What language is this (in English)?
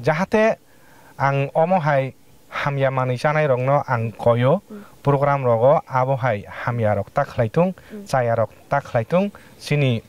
Kok Borok